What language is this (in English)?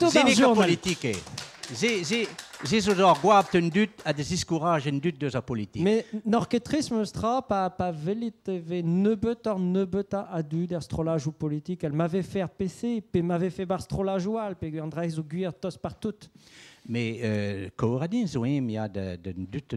Breton